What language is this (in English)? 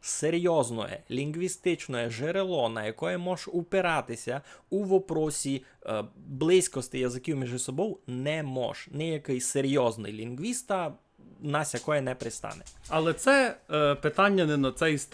Rusyn